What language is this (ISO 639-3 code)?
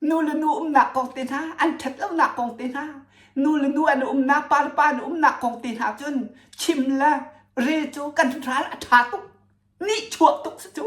cnh